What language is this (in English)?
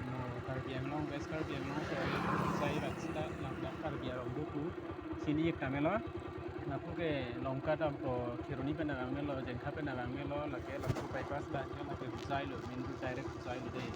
Karbi